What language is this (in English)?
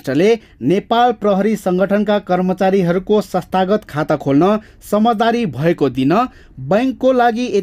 Nepali